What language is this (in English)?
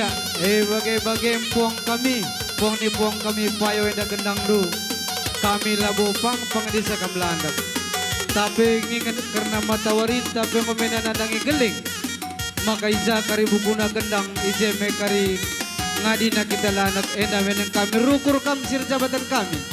Batak Karo